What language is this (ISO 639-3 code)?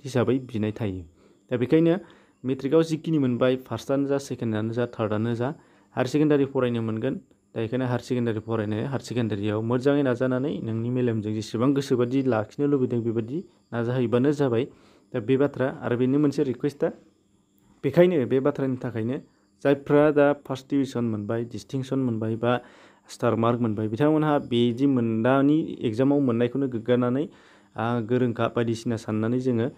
brx